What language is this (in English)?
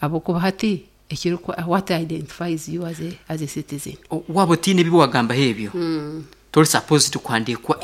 Nyankole